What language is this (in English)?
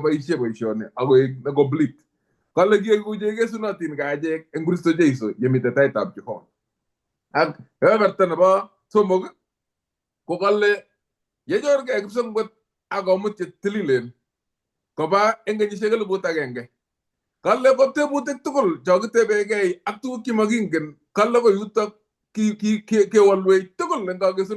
Kalenjin